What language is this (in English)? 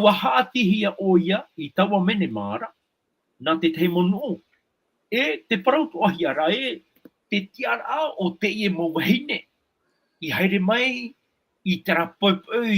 Tahitian